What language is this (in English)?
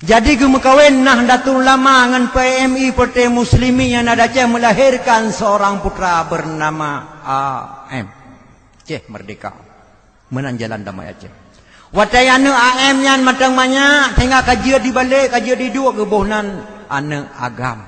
Achinese